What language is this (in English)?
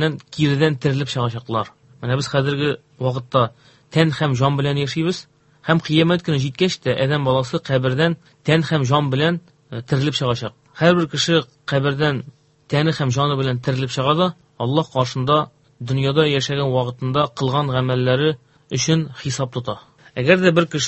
Tatar